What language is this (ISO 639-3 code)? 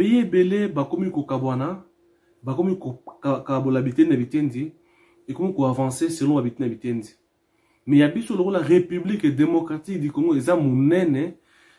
lin